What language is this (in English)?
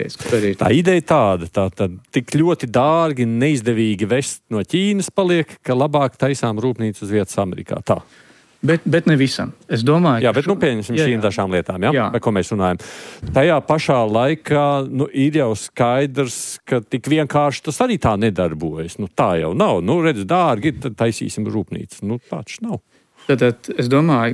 Latvian